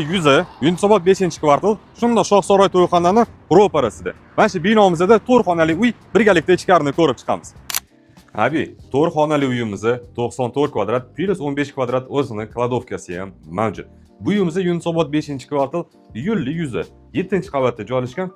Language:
Uzbek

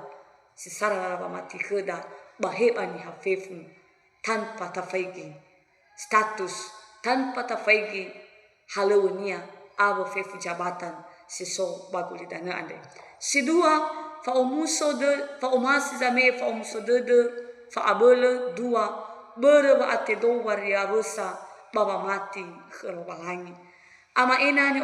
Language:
Nias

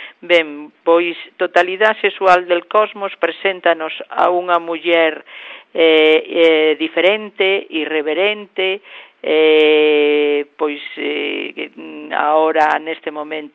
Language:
Galician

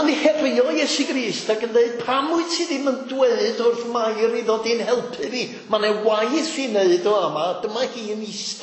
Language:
Welsh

